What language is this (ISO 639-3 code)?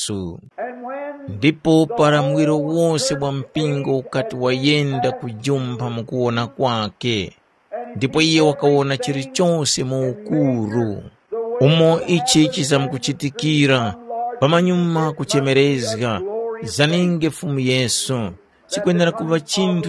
tum